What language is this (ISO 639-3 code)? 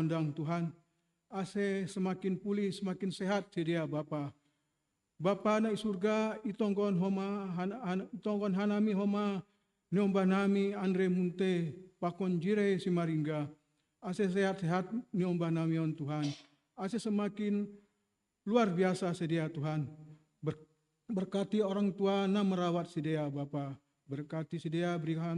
bts